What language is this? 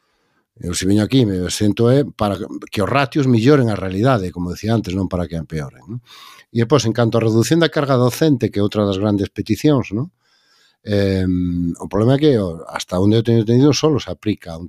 Galician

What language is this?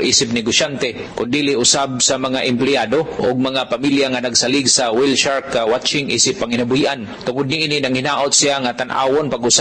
Cebuano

